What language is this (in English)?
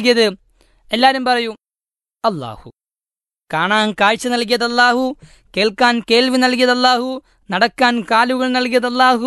Malayalam